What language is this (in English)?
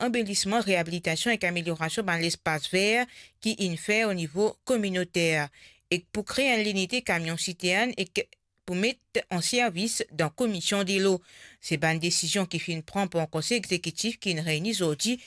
Morisyen